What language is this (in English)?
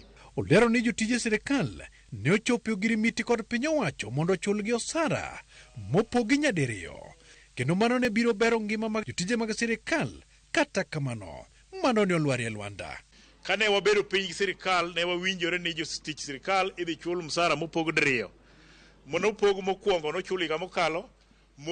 Luo (Kenya and Tanzania)